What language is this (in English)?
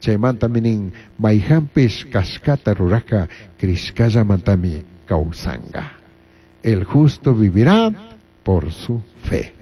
Chimborazo Highland Quichua